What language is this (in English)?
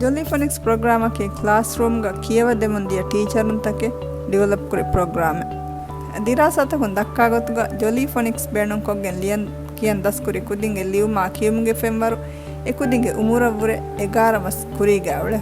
Divehi